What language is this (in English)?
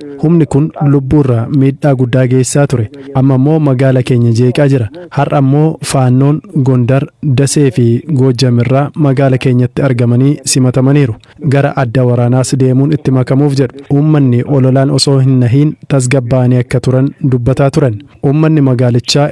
Oromo